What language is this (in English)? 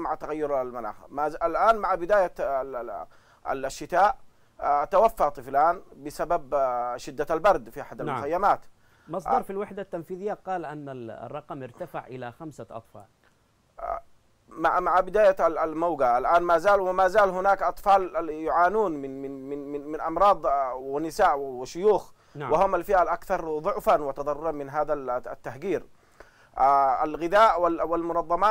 Arabic